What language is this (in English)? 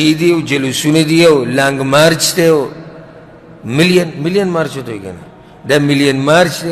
Pashto